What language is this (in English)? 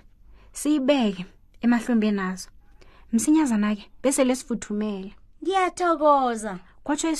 South Ndebele